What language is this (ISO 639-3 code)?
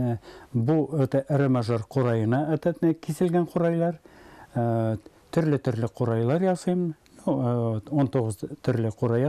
tat